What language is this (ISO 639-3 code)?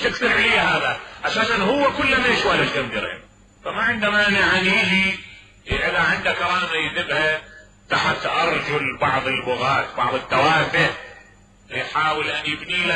acm